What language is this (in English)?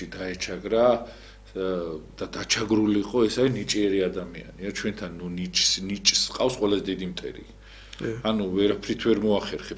Georgian